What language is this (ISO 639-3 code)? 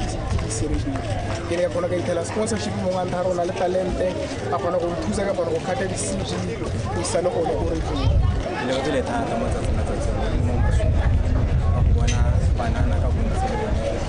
tsn